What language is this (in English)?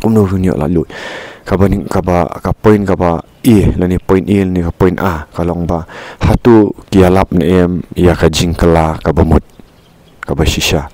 Khasi